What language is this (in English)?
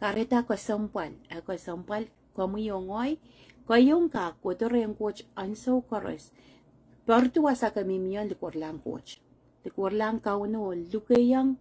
Pohnpeian